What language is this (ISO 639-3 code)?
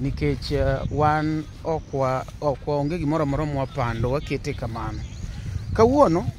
luo